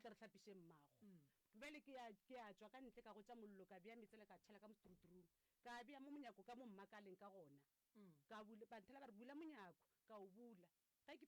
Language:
Northern Sotho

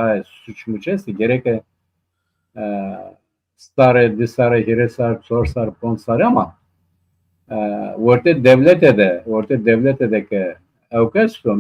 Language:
Zaza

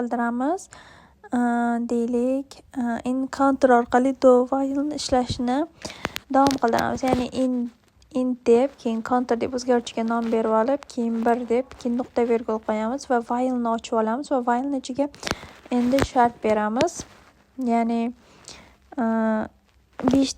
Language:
Uzbek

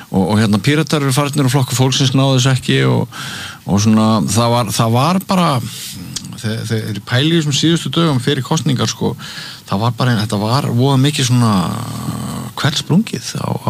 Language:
Icelandic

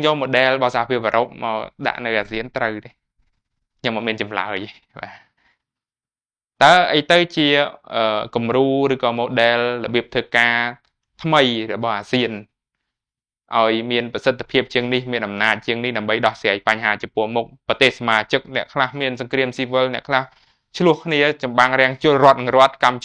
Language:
Khmer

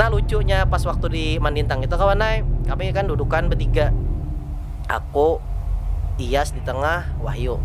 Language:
Banjar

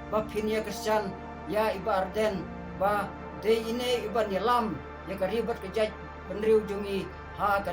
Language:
Khasi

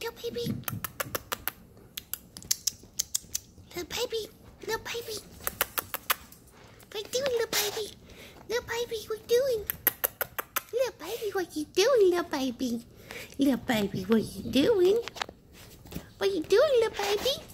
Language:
English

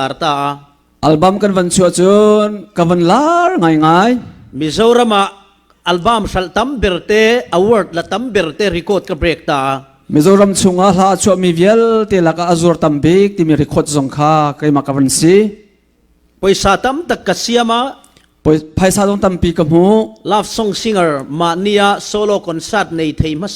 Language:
Falam Chin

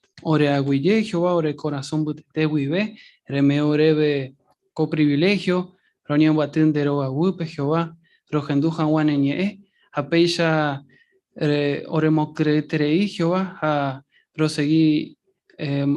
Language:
Guarani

